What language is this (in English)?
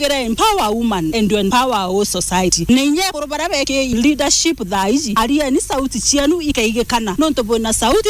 Meru